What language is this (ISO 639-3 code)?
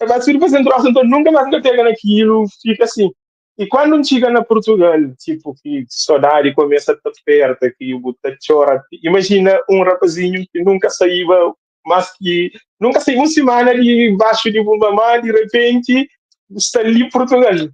kea